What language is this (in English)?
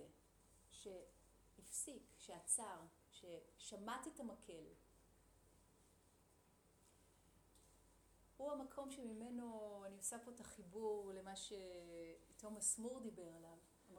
Hebrew